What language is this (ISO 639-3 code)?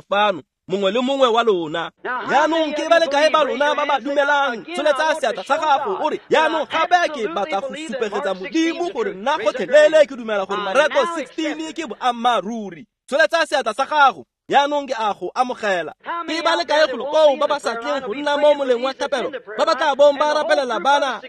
tsn